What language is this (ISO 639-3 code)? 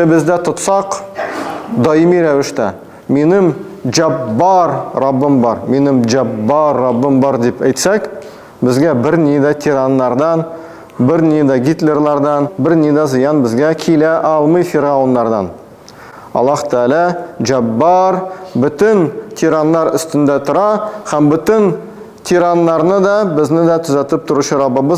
tat